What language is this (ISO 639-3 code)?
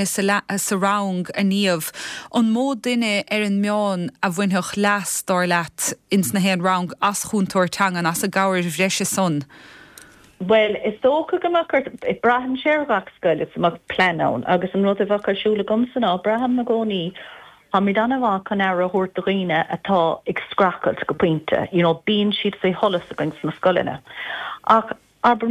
gle